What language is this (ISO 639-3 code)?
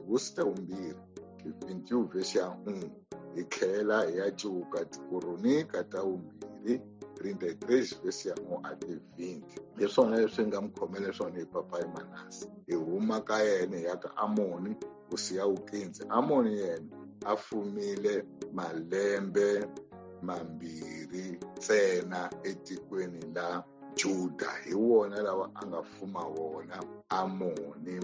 tso